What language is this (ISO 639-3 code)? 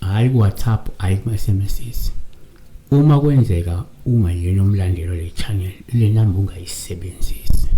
zul